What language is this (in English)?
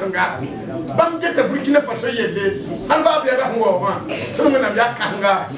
Mossi